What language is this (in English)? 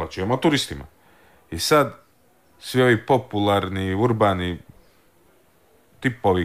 Croatian